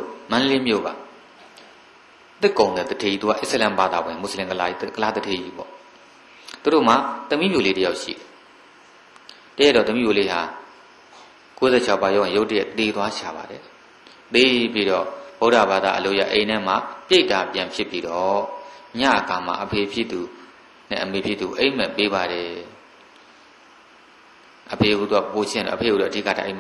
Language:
Burmese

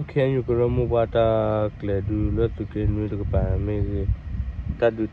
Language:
S'gaw Karen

